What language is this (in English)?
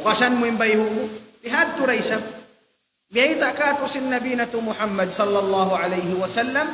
Tausug